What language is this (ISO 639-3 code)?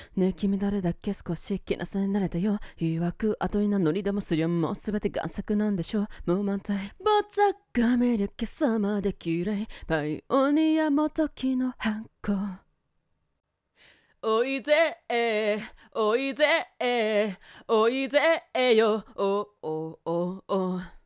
jpn